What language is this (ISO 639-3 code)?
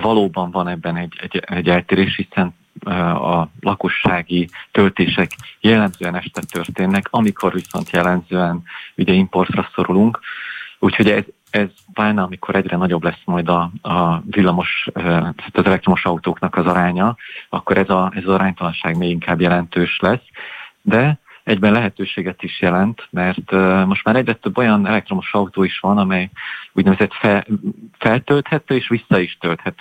hun